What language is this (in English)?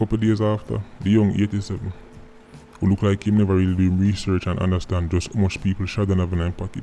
Jamaican Creole English